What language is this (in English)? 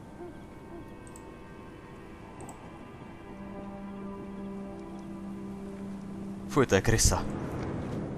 Czech